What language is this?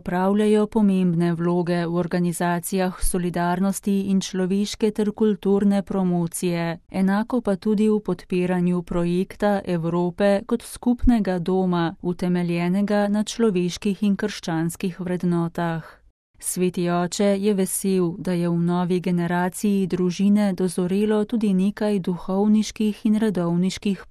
Slovenian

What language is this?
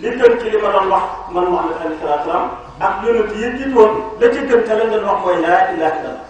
Wolof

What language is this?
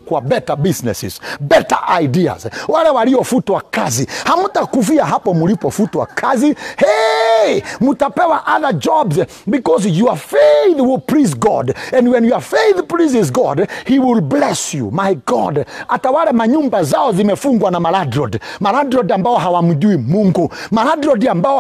Swahili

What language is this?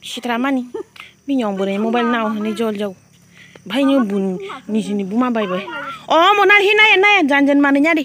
Kok Borok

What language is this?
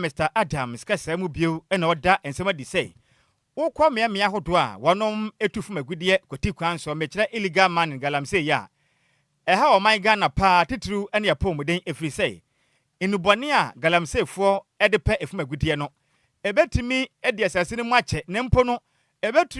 Akan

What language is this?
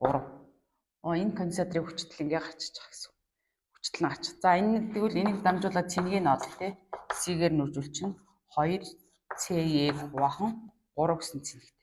Mongolian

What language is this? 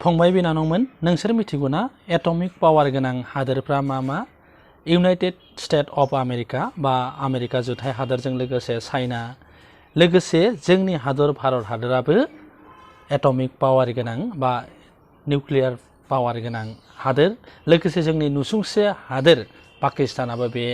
Bodo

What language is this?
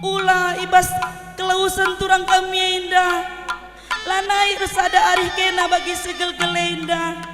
Batak Karo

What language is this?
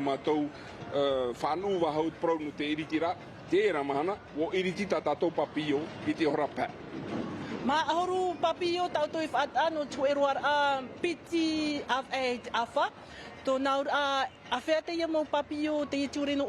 Tahitian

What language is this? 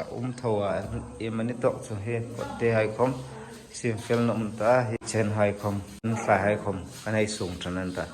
Hmar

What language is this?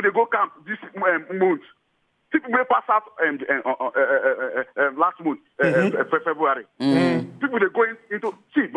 Nigerian Pidgin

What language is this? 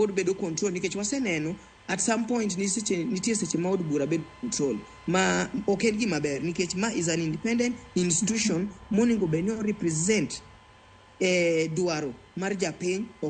Luo (Kenya and Tanzania)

